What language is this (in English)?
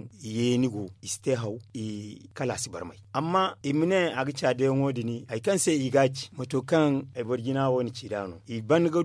Zarma